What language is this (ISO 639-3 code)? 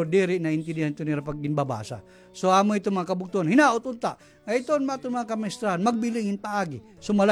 war